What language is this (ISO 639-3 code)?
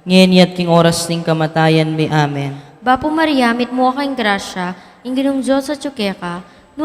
pam